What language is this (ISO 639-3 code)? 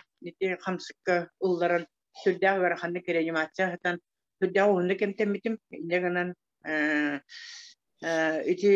sah